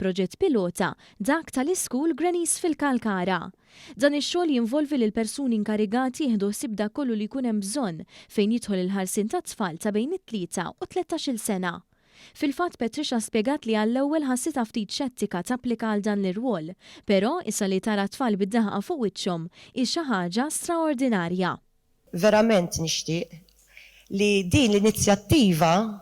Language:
Maltese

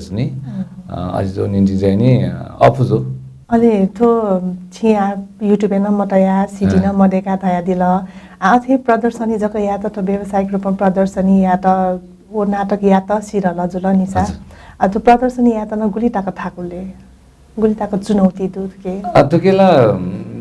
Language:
Newari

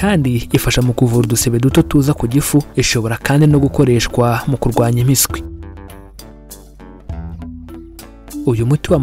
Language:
Kinyarwanda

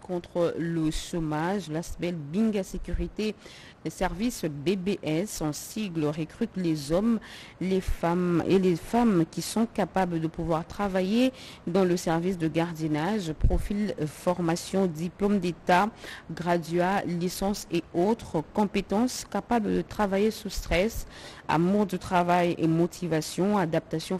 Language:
French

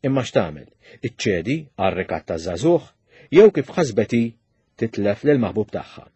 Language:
Maltese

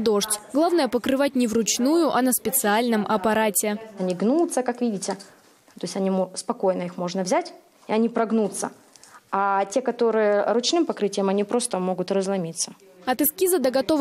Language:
Russian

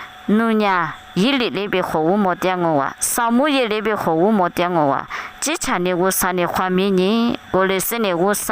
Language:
Lisu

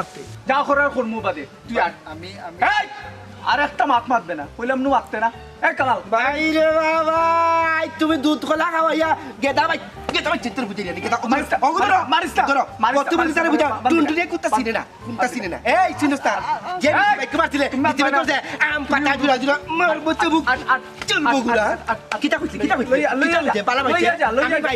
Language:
Sylheti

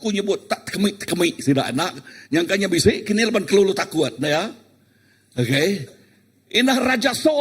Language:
Iban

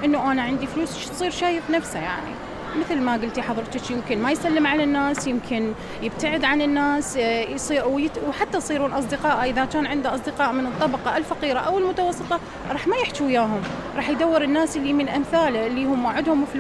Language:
Mesopotamian Arabic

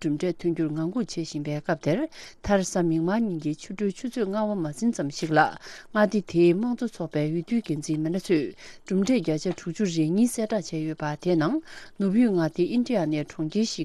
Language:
Tibetan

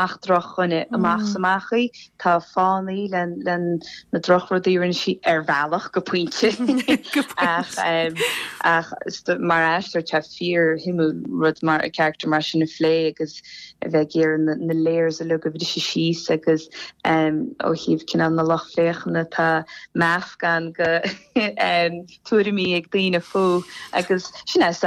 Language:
Irish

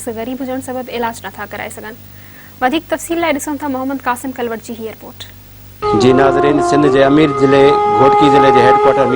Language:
Sindhi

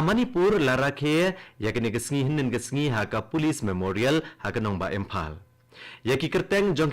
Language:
Khasi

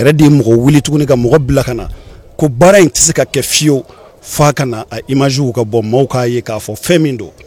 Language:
Bambara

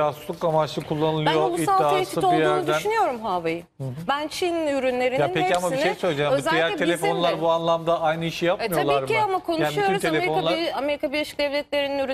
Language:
Turkish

